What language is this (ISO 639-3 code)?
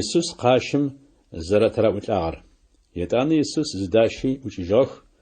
ady